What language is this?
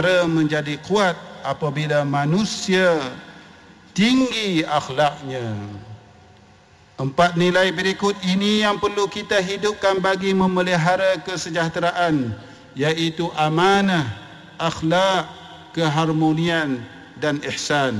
Malay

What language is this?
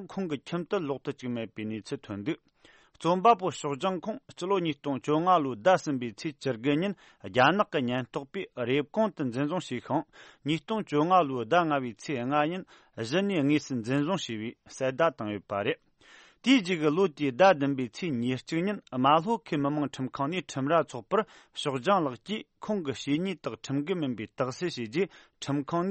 Tibetan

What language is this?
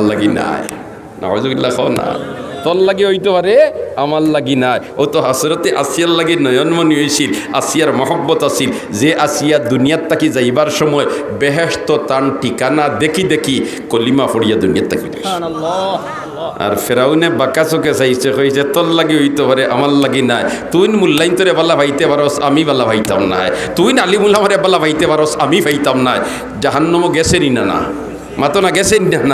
Sylheti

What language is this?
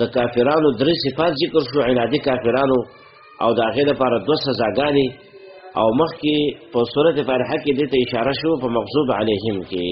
Pashto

